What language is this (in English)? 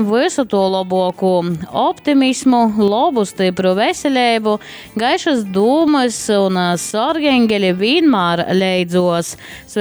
Latgalian